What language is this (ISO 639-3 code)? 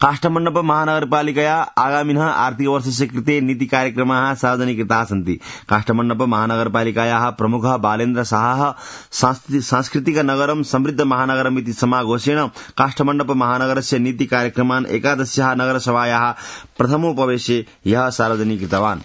san